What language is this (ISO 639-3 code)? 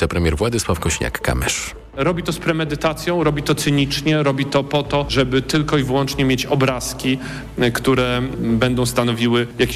pol